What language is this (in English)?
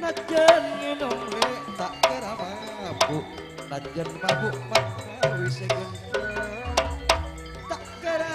Madurese